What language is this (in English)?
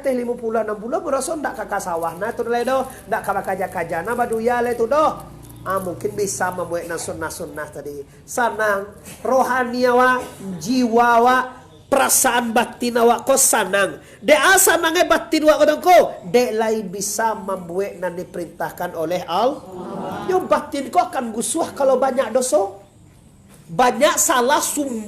Minangkabau